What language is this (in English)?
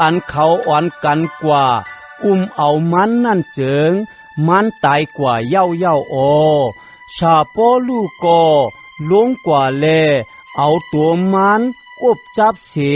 Shan